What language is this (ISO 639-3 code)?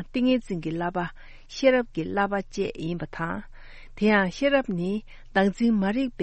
bod